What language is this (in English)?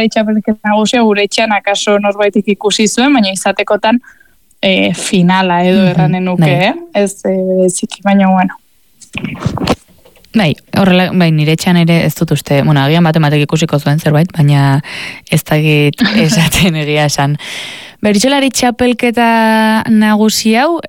Basque